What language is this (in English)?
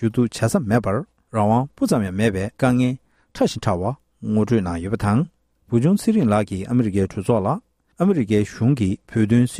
Tibetan